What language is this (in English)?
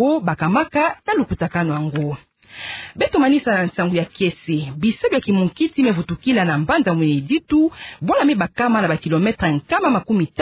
Kituba (Democratic Republic of Congo)